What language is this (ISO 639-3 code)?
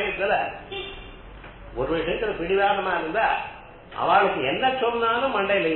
tam